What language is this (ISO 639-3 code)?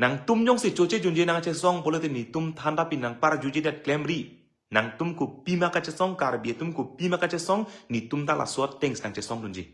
mjw